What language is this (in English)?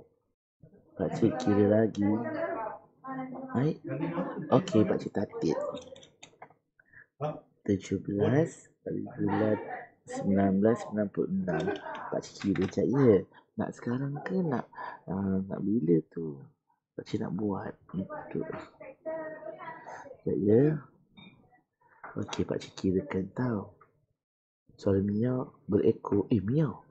Malay